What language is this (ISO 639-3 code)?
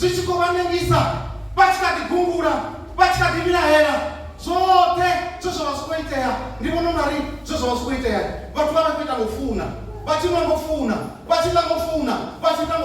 ven